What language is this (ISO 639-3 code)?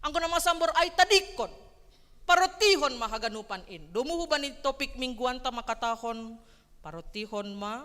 bts